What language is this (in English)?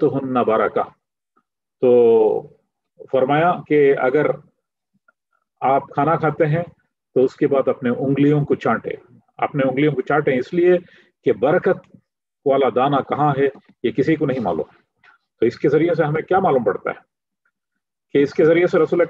Urdu